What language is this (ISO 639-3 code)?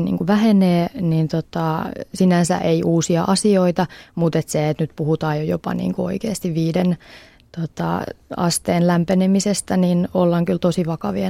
fin